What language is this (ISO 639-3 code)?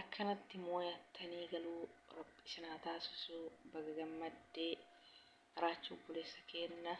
orm